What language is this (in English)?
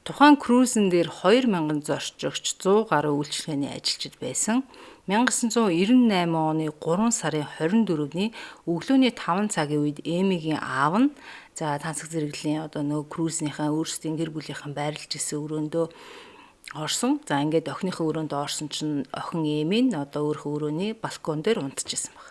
Mongolian